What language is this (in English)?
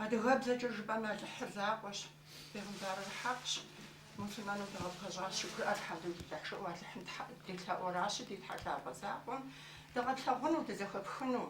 Kabardian